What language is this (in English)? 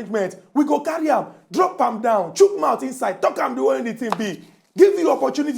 Nigerian Pidgin